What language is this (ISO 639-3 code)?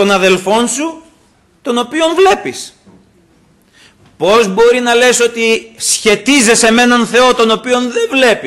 ell